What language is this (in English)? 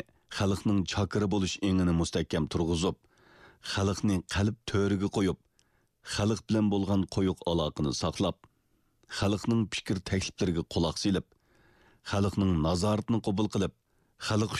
Uyghur